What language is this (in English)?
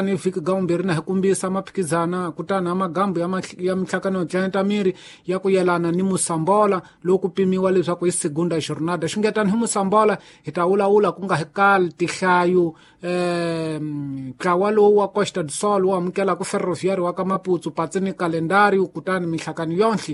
Tsonga